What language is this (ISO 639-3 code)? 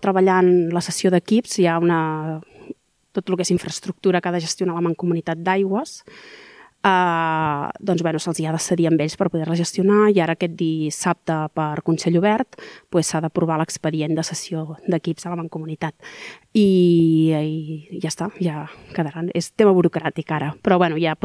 cat